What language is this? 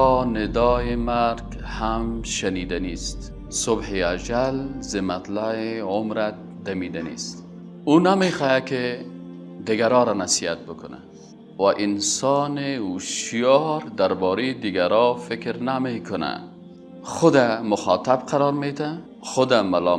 Persian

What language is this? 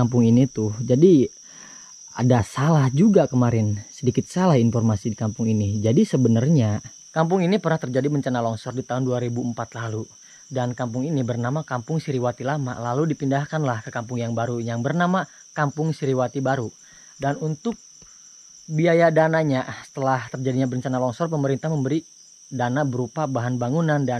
Indonesian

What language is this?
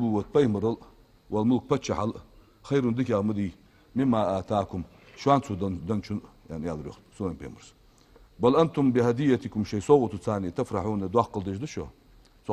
Ingush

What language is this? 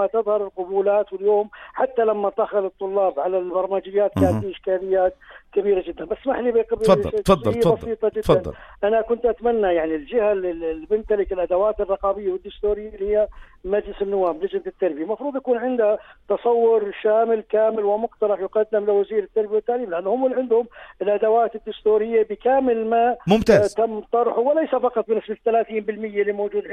North Levantine Arabic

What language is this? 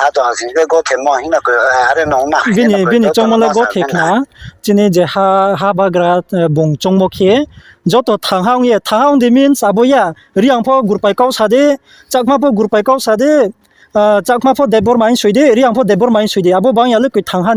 Riang (India)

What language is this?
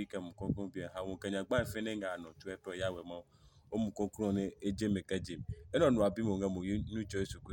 Adangme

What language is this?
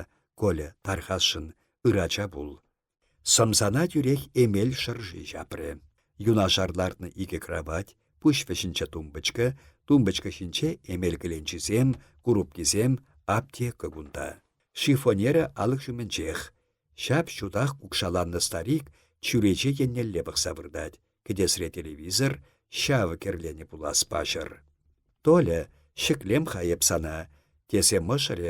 Chuvash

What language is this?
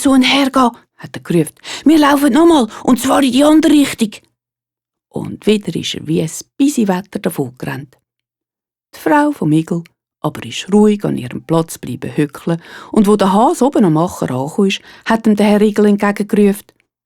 Swiss German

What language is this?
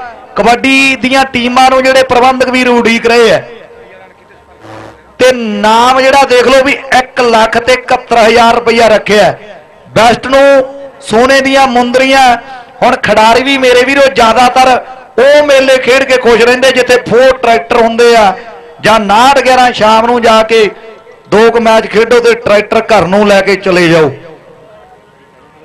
Punjabi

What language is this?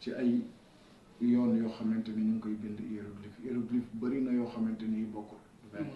Wolof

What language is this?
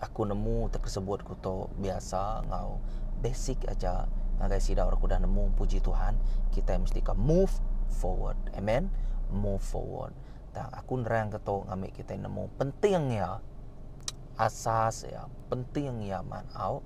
Iban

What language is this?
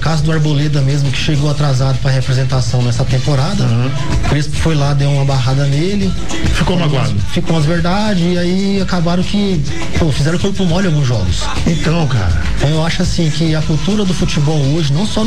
Portuguese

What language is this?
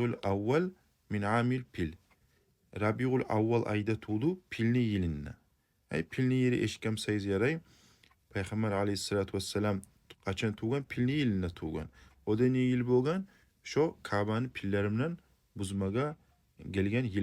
Kumyk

